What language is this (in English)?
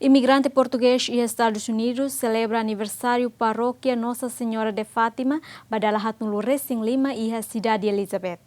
Tetum